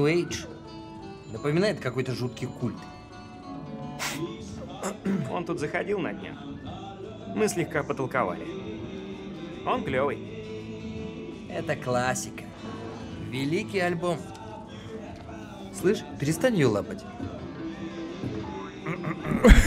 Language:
Russian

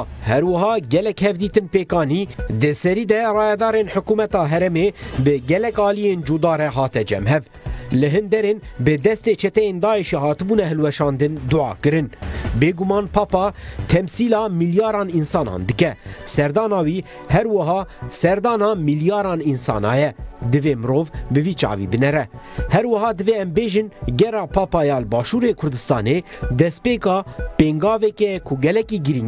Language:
Kurdish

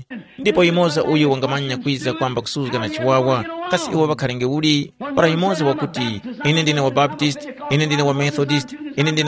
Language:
Tumbuka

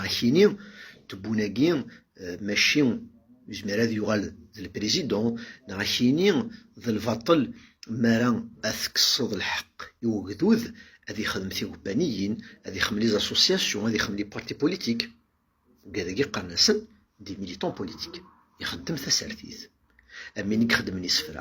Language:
Kabyle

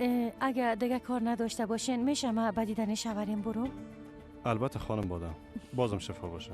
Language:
Persian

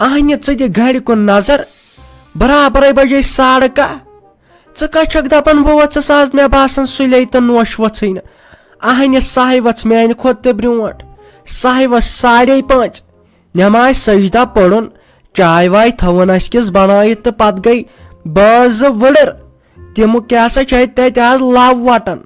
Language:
Kashmiri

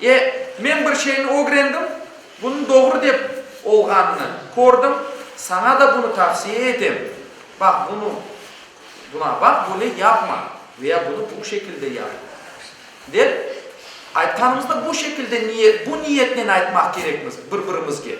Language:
Crimean Tatar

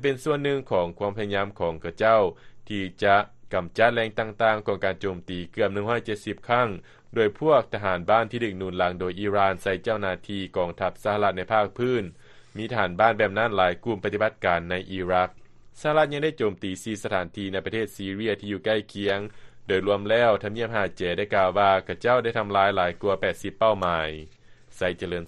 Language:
Lao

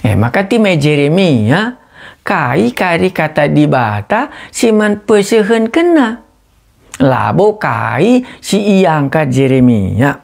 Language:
Batak Karo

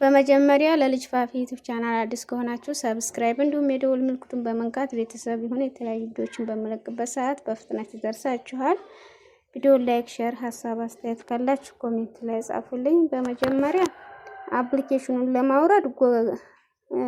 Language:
Amharic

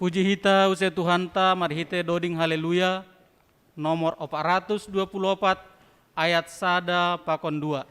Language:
Batak Simalungun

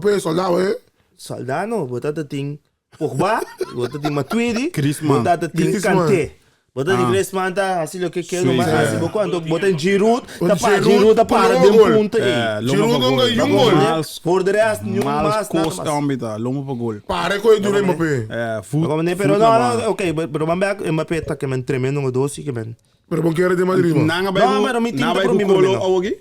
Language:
Papiamento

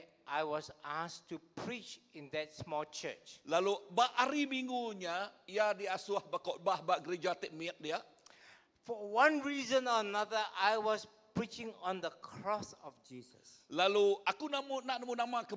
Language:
Iban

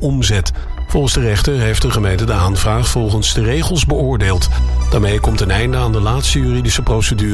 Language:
Dutch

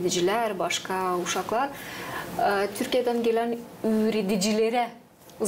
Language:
Gagauz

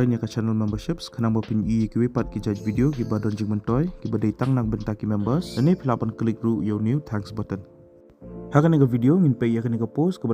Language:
Khasi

